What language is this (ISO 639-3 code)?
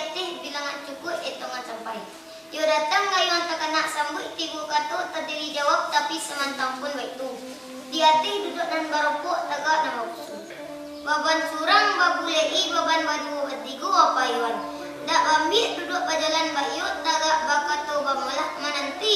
min